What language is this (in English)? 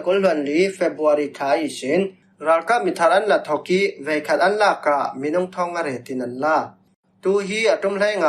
Falam Chin